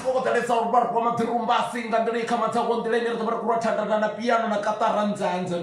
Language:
Venda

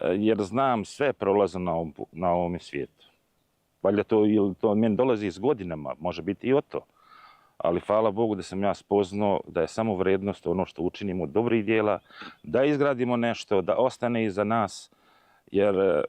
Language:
Bosnian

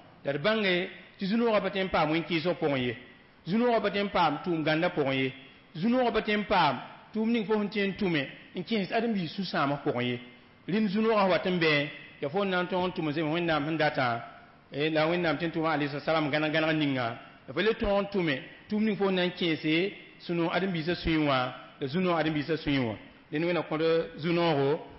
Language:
Mossi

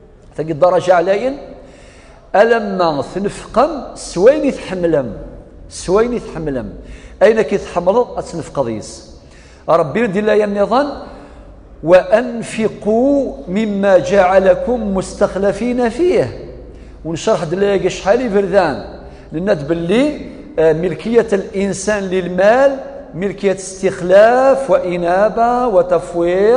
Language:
Kabyle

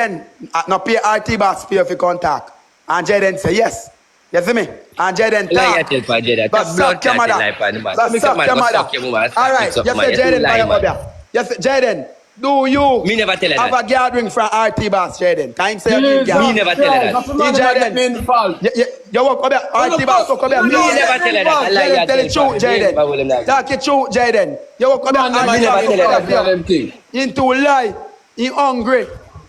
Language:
Jamaican Creole English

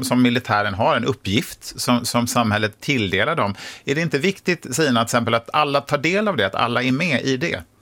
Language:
Swedish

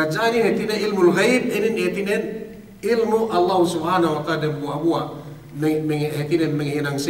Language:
Yakan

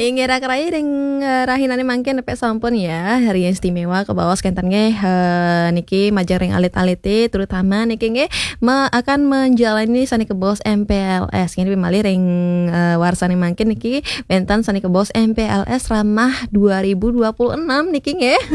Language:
Balinese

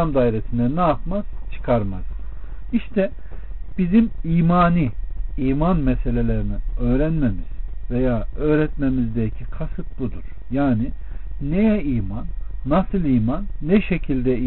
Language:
Turkish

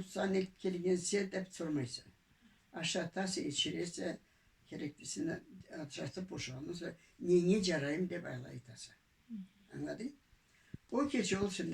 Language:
Karachay-Balkar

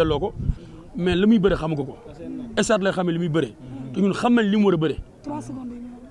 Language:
Wolof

